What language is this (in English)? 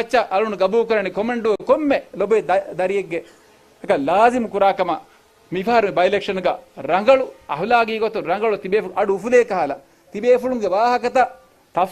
Divehi